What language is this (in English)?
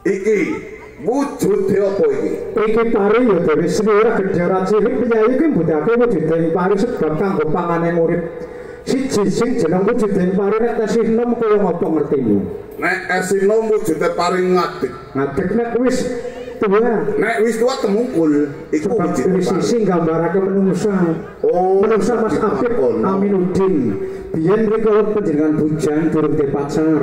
Javanese